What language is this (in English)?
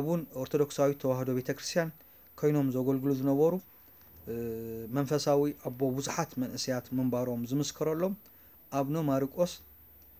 Tigrinya